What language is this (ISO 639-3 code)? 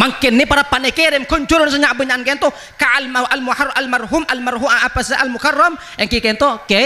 mad